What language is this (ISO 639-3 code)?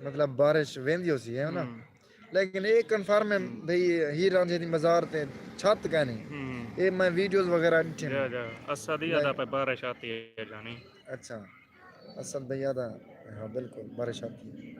skr